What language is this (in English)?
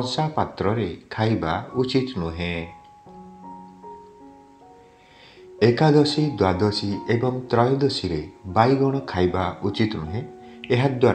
Odia